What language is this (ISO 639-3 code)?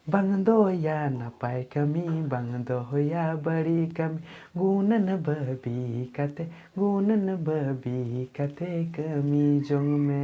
sat